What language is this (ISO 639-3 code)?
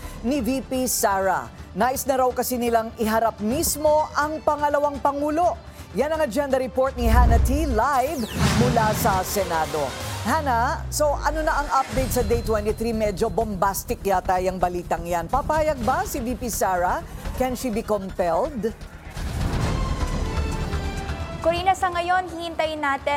fil